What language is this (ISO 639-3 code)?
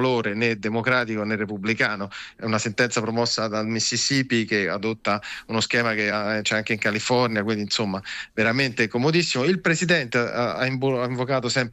ita